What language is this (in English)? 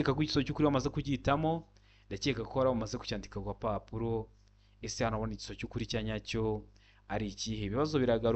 Kinyarwanda